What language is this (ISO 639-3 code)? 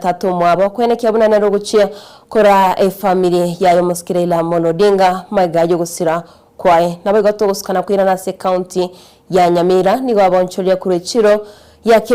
guz